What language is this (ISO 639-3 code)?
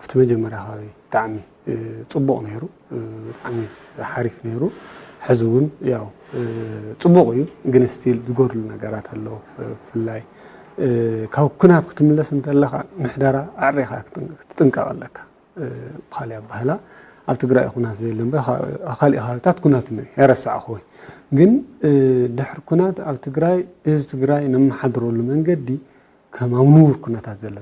tir